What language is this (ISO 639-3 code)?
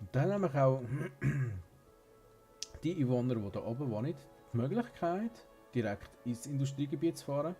gsw